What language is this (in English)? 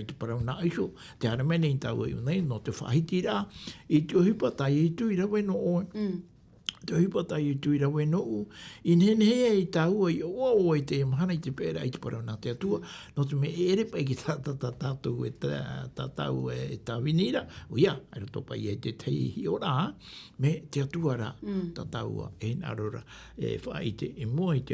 Tahitian